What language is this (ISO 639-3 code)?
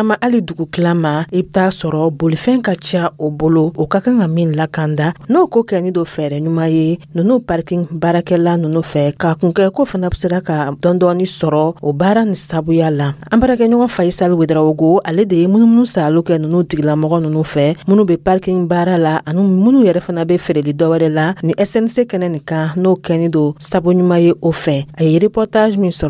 dyu